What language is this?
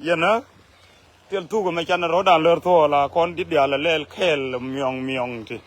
Nuer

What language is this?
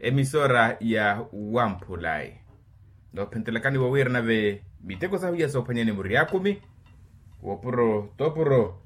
Makhuwa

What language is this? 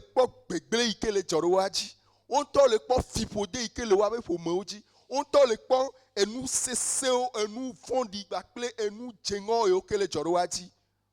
Ewe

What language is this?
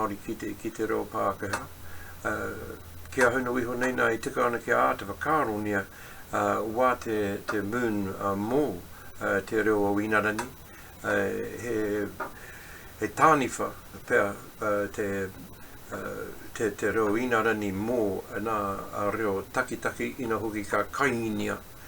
Māori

